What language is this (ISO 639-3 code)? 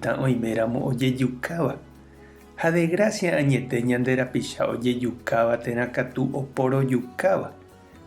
grn